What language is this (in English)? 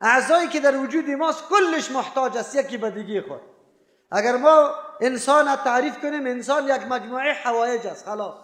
Persian